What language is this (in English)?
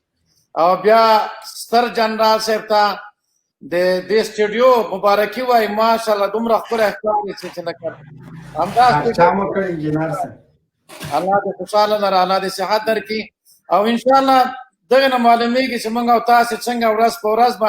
Pashto